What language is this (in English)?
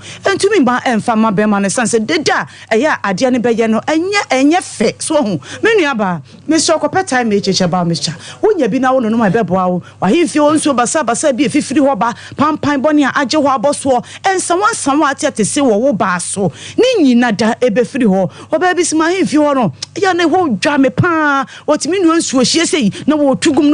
Akan